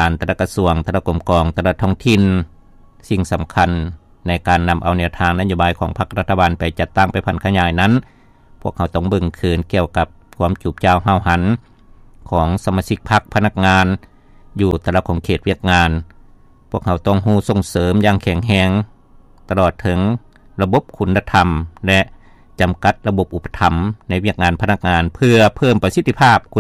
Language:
Lao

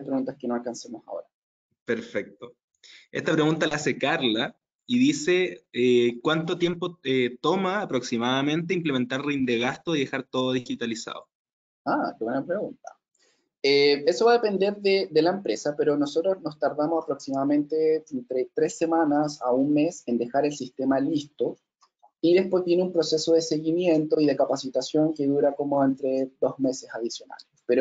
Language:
Spanish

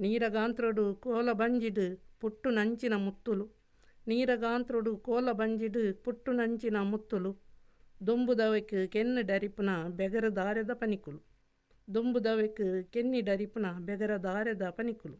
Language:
Tulu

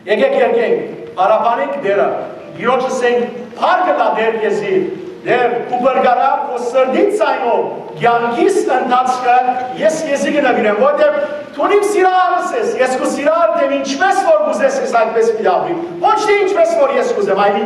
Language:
Western Armenian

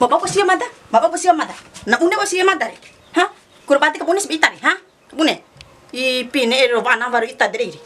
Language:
Bima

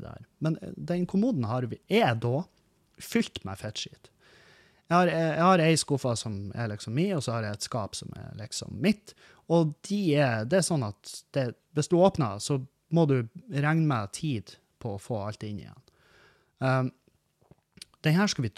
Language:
Norwegian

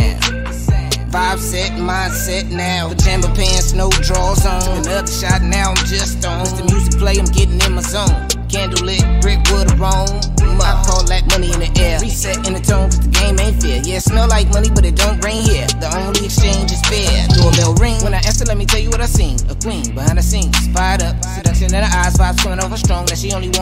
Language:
English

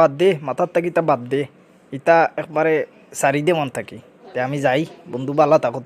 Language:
Sylheti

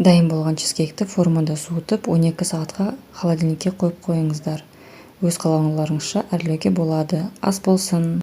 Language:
Kazakh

